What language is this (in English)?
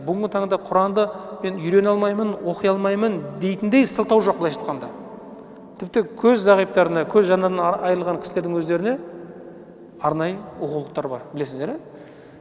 Kazakh